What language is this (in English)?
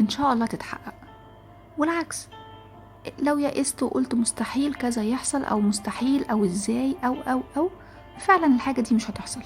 Egyptian Arabic